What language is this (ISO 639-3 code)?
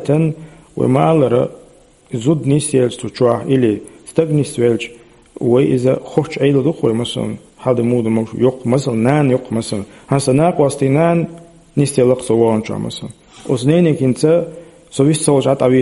che